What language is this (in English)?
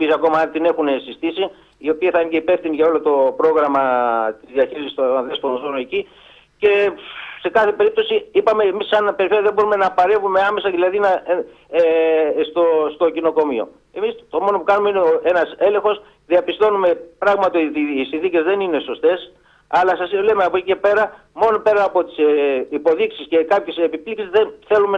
Greek